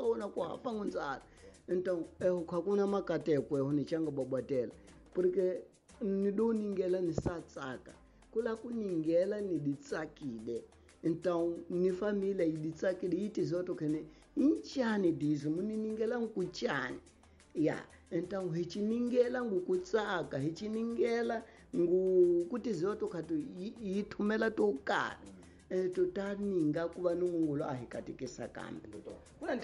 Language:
Tsonga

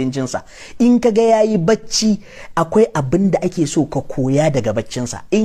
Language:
Hausa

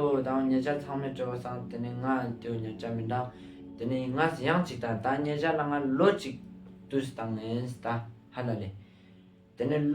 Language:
Ladakhi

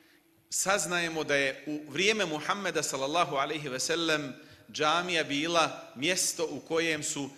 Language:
Bosnian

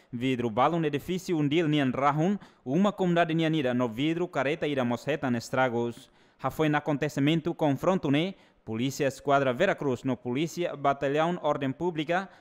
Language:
Tetum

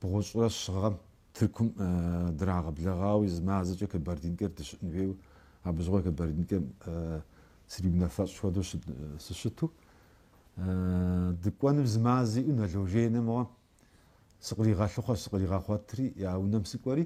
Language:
Kabardian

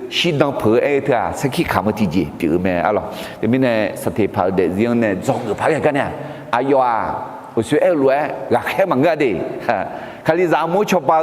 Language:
Akha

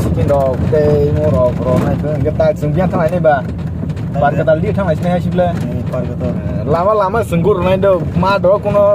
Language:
Kok Borok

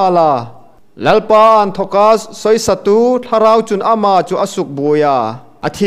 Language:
Hmar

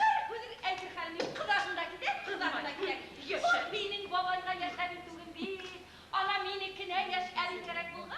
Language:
Bashkir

